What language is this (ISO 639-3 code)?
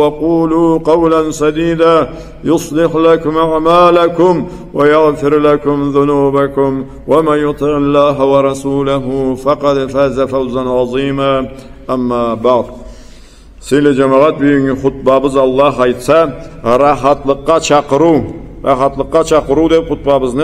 krc